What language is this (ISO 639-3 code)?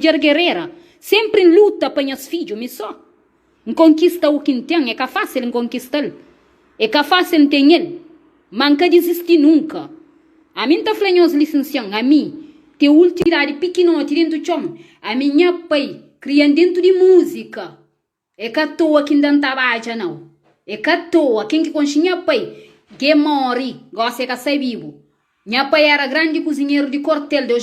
kea